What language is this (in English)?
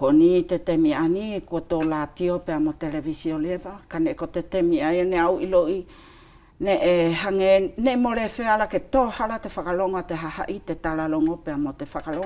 Wallisian